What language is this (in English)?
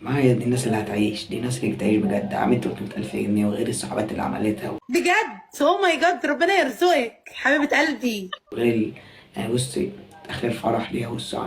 Egyptian Arabic